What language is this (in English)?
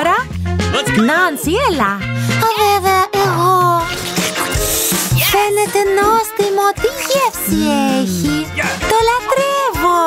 Greek